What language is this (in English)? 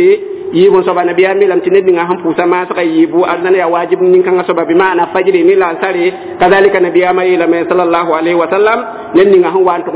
Mossi